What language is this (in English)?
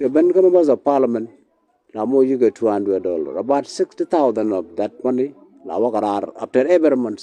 Nuer